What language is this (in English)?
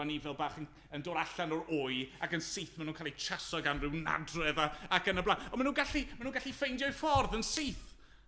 Welsh